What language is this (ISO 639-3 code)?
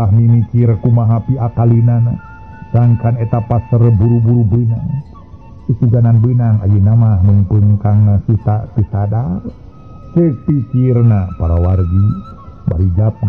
sun